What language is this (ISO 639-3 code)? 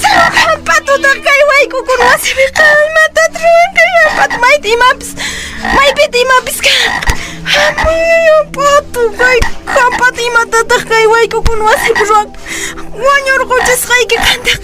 que